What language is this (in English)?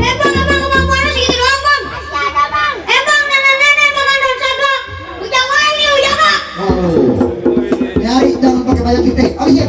Betawi